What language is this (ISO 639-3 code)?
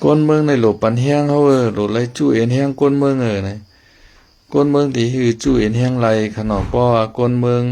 shn